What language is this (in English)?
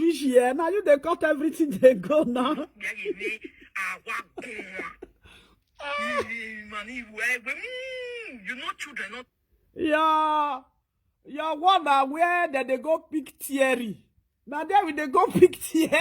Nigerian Pidgin